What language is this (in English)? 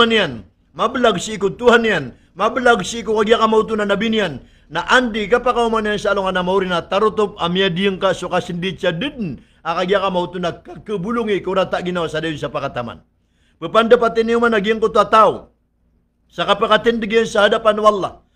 Maranao